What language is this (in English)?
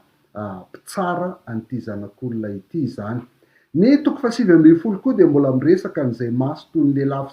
Malagasy